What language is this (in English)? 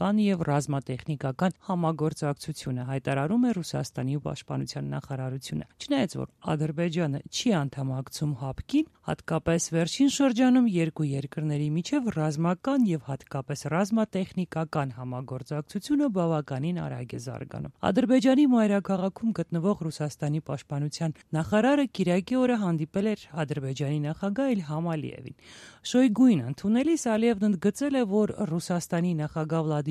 Armenian